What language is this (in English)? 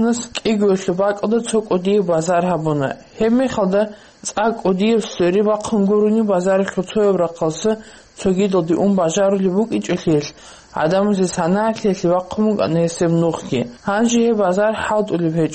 Avaric